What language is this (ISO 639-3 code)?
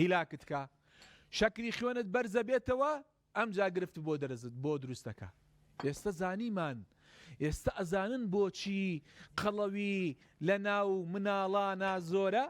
ckb